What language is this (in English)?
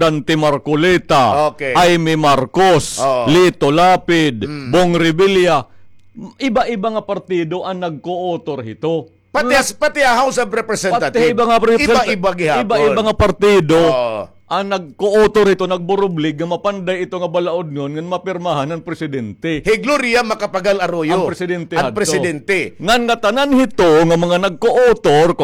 Waray